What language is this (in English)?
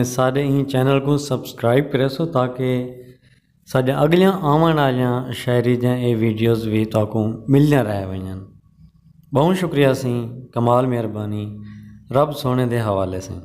Saraiki